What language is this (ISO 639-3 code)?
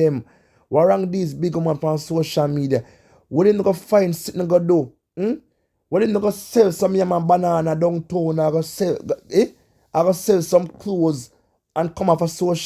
jam